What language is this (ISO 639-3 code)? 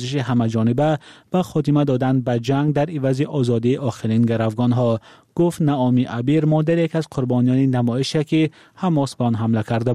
tgk